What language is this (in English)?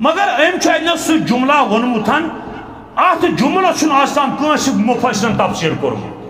Kashmiri